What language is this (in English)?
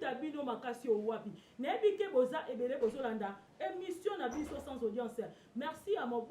Lingala